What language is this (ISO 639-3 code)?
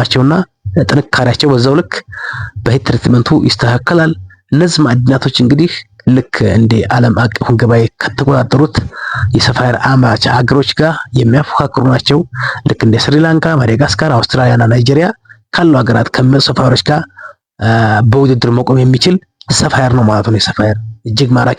amh